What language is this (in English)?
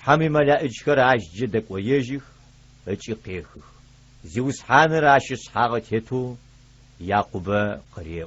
Adyghe